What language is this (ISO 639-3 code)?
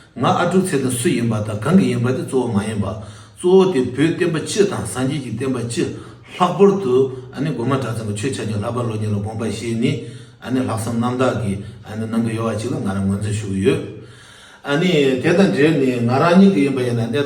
bod